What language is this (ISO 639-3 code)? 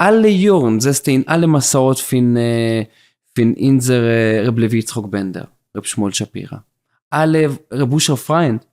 yid